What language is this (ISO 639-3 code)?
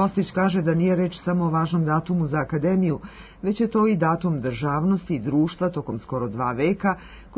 srp